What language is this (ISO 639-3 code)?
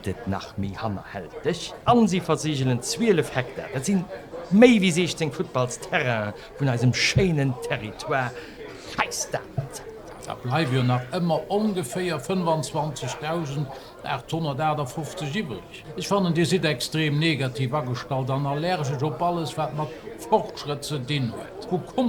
ltz